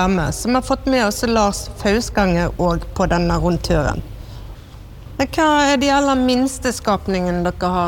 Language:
Norwegian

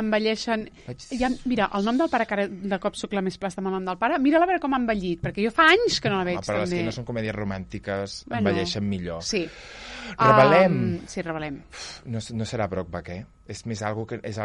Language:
Catalan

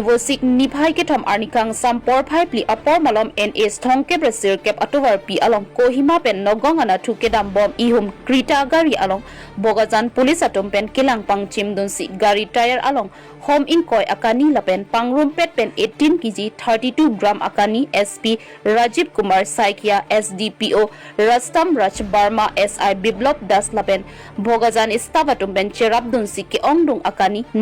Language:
Karbi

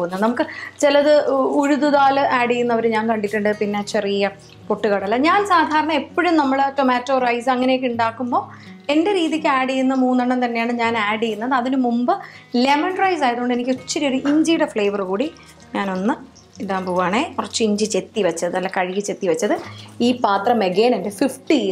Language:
Malayalam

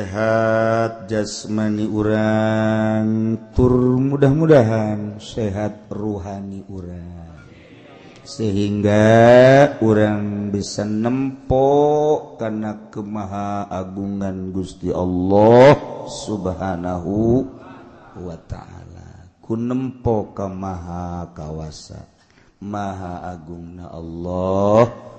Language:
Sundanese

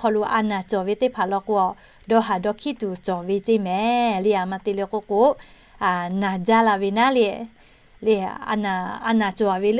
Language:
Lahu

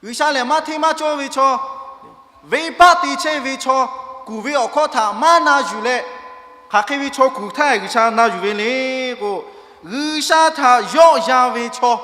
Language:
Lahu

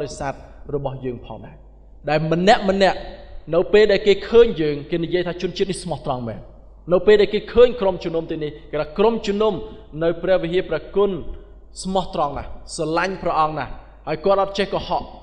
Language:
Khmer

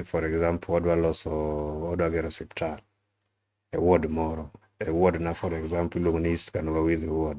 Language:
Luo (Kenya and Tanzania)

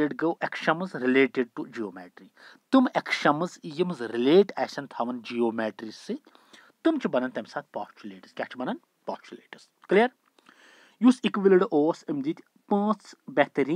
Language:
Kashmiri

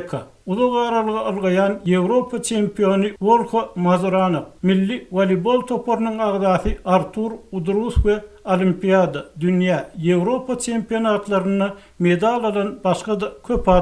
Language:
Turkmen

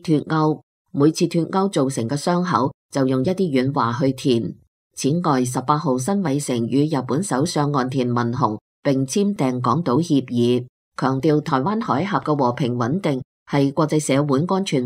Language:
Cantonese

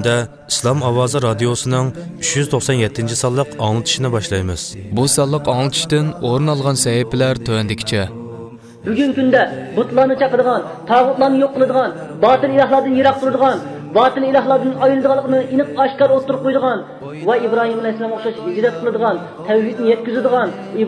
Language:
Uyghur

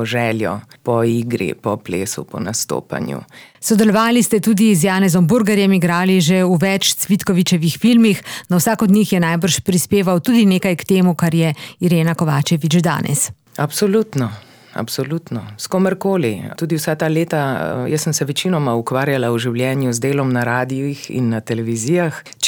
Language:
Slovenian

